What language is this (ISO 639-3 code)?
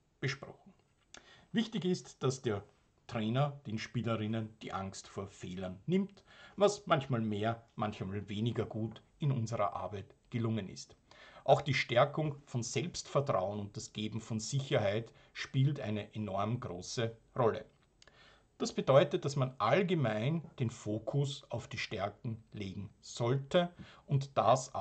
deu